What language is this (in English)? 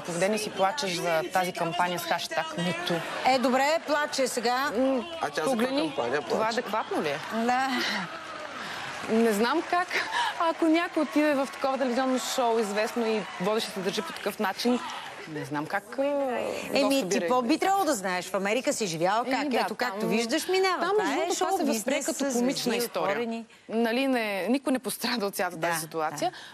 Bulgarian